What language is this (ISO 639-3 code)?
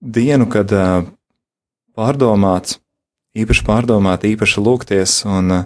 lav